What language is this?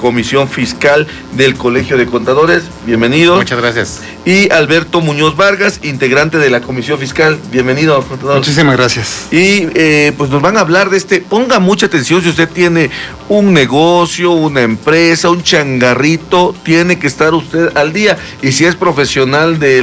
Spanish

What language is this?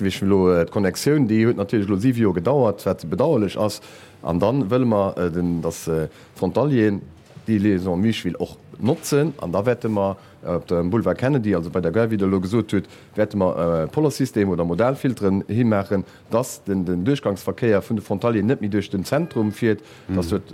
Luxembourgish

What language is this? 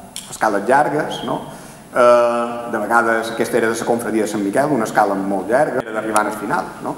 Catalan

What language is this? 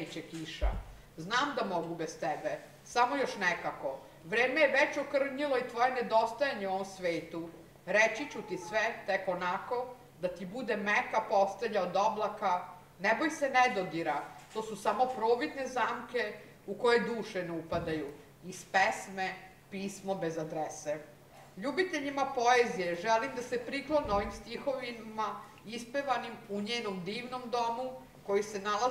Serbian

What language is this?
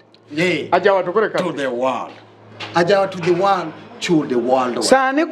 Luo (Kenya and Tanzania)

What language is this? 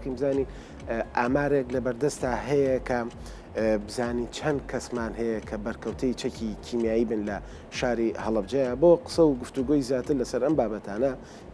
Central Kurdish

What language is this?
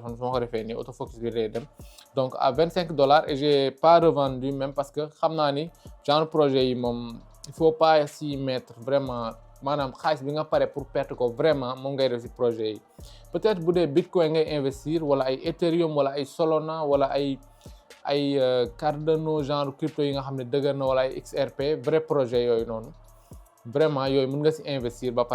Wolof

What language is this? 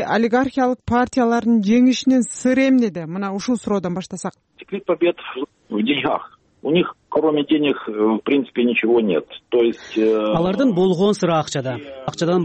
Kyrgyz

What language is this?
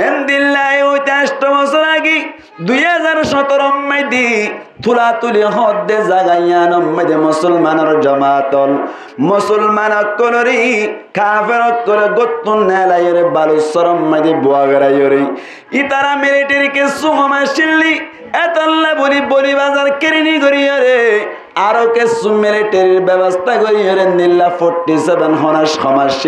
Rohingya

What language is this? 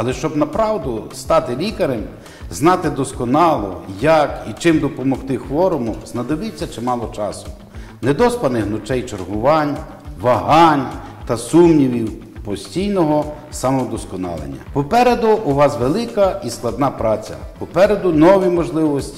Ukrainian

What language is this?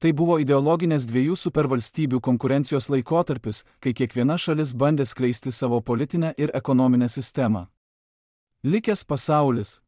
Lithuanian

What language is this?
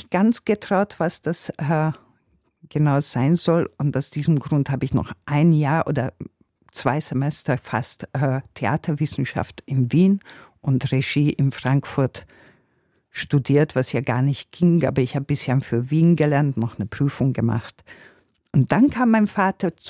German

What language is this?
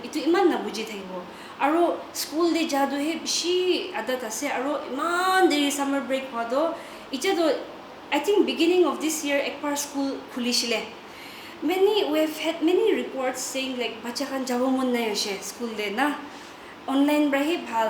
Naga Pidgin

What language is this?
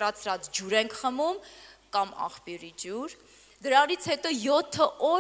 Armenian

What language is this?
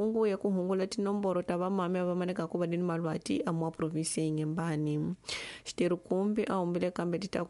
Tsonga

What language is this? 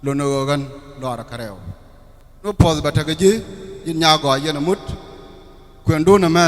Nuer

